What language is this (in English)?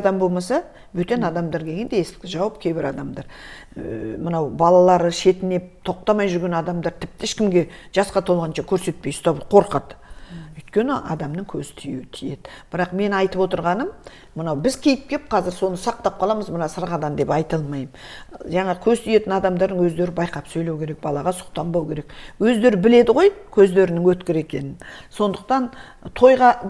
Kazakh